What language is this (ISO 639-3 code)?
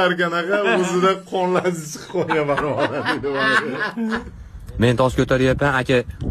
uzb